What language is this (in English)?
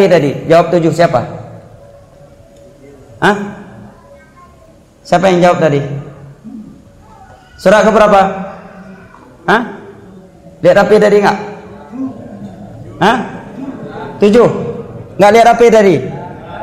Indonesian